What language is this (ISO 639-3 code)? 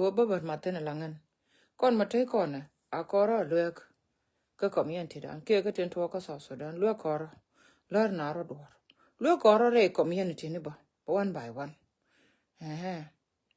nus